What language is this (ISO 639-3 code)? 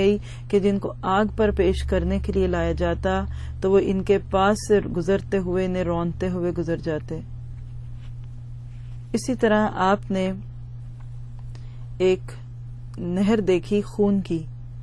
urd